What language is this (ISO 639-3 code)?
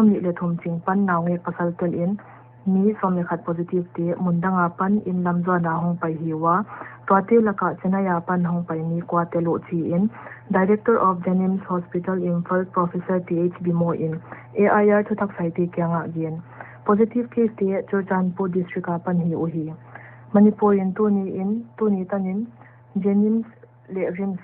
pck